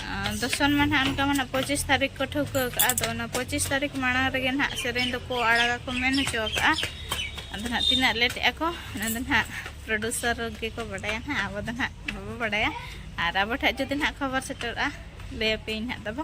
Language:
Santali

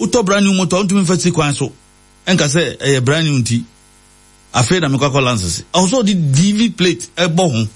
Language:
Akan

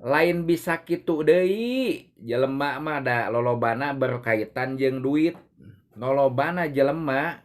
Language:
Sundanese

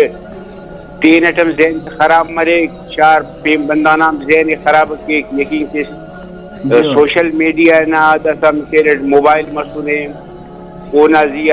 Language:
Brahui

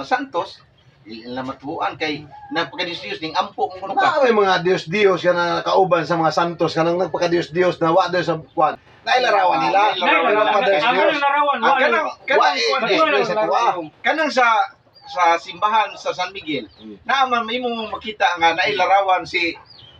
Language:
Cebuano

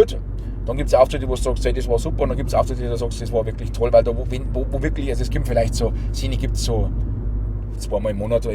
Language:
Bavarian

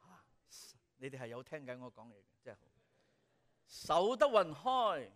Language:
Cantonese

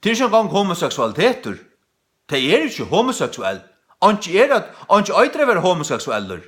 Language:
Faroese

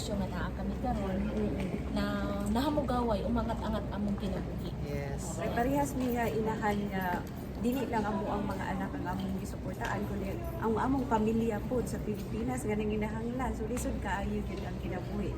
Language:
Cebuano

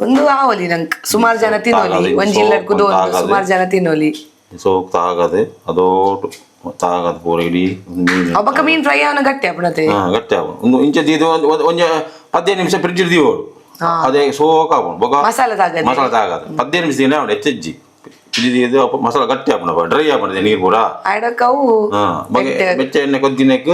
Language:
Tulu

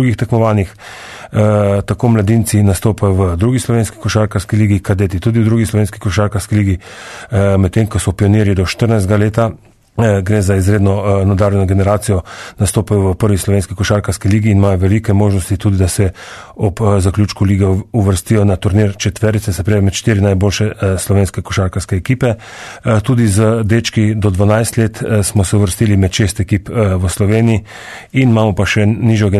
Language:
Slovenian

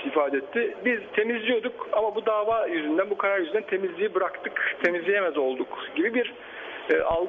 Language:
Turkish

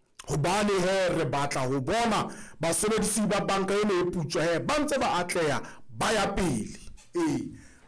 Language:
Southern Sotho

